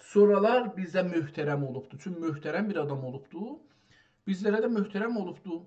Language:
South Azerbaijani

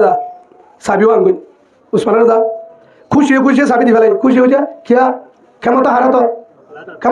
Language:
Rohingya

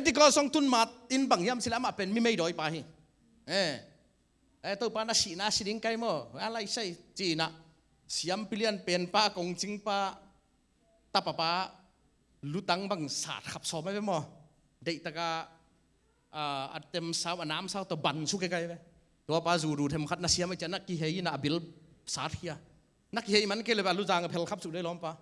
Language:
Tedim Chin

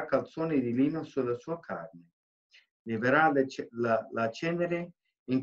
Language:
Italian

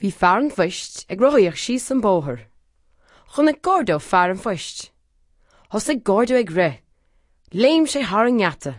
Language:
Irish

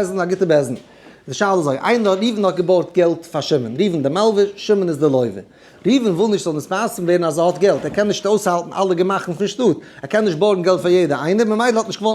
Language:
Yiddish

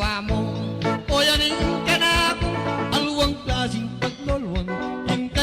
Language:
Pampanga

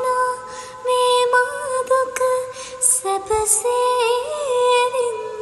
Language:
Sinhala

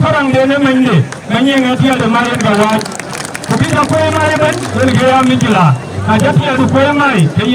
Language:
Dinka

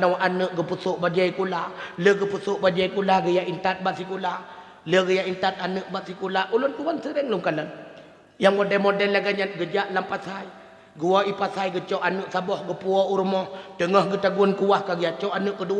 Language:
Achinese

